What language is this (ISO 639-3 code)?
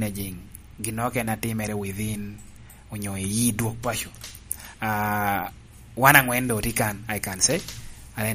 laj